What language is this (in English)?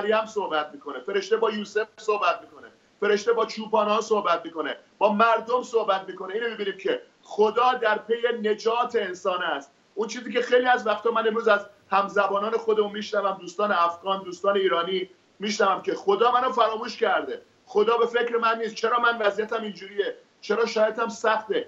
Persian